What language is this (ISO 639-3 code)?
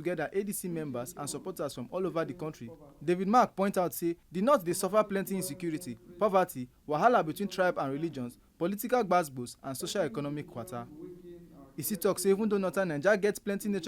pcm